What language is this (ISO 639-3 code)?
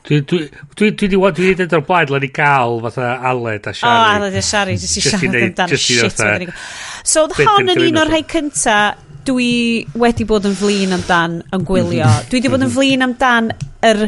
cym